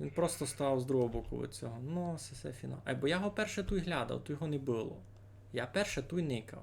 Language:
Rusyn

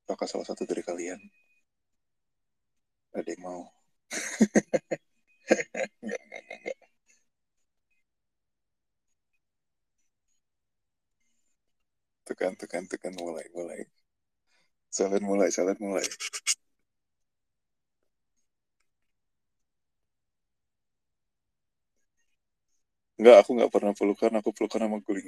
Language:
Indonesian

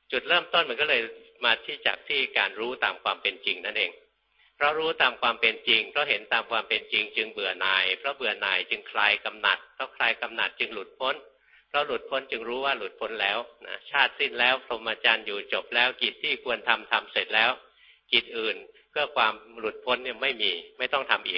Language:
Thai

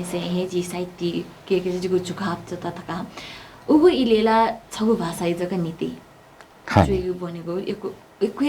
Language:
Newari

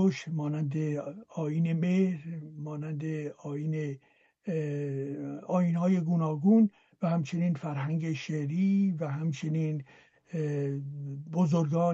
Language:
Persian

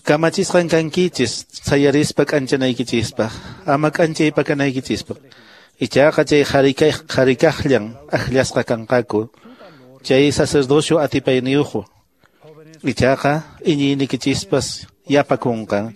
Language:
Quechua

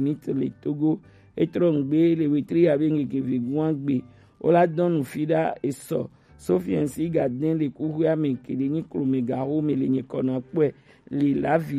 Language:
Gen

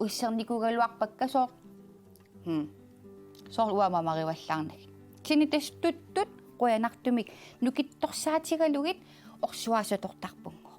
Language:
Kalaallisut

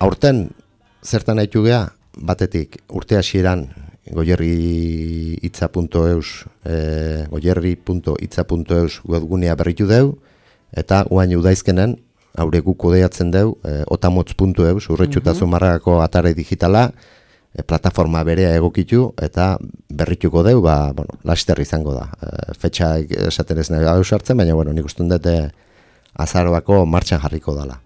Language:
Basque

